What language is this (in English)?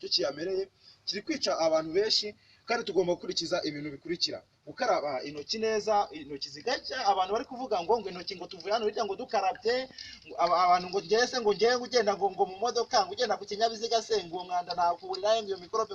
Kinyarwanda